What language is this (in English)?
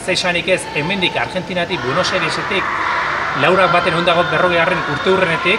Basque